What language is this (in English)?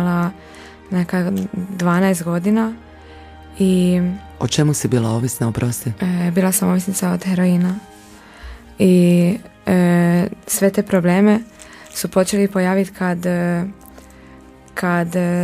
Croatian